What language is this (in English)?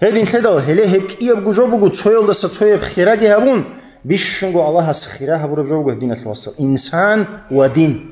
Avaric